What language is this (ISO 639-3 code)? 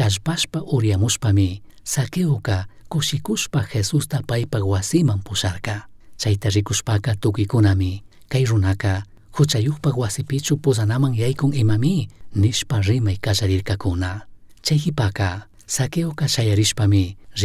qug